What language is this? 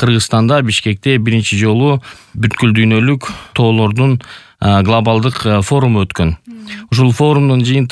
Kyrgyz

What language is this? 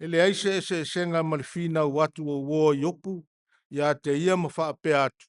Samoan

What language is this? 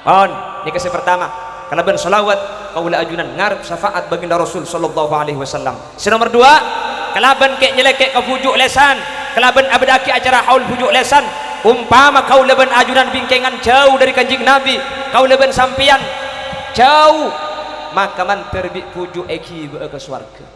Madurese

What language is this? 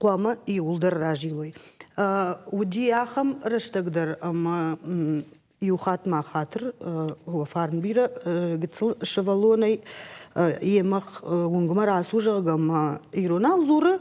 Ossetic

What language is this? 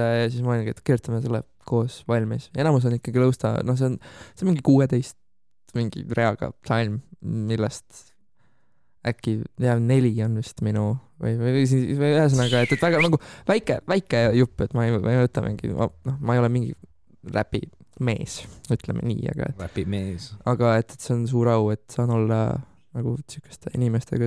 Estonian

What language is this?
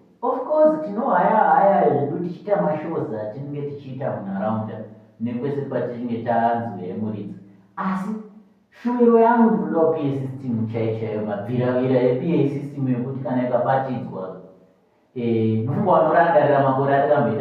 Shona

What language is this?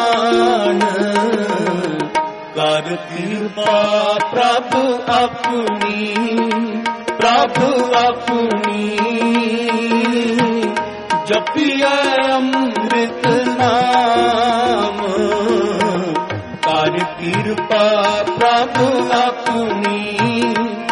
Punjabi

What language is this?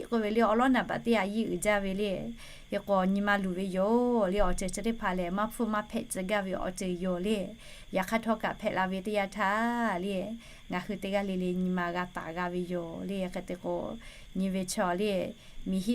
Lahu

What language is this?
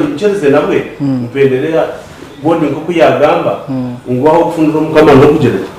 Nyankole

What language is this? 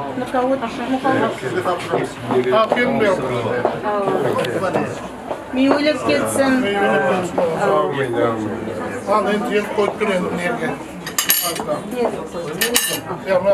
Kara-Kalpak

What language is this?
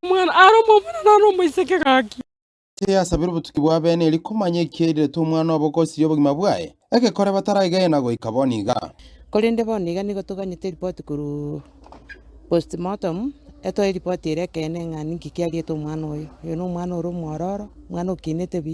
Gusii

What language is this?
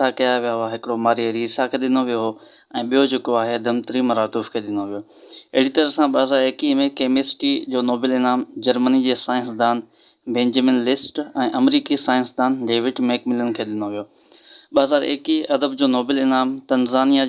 Sindhi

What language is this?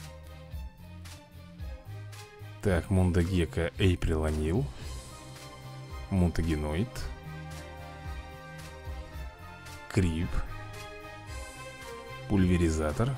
Russian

